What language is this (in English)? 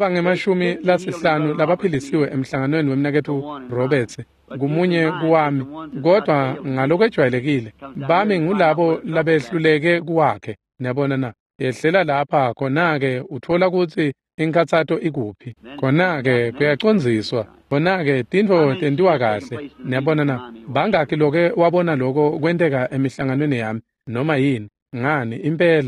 Swati